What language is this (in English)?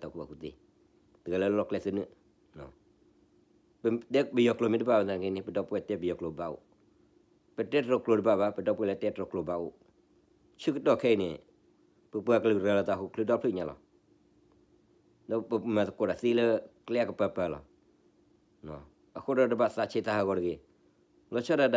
S'gaw Karen